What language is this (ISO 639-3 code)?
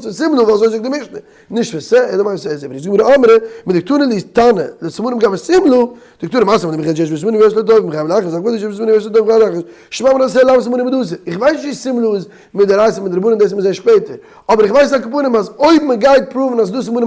yid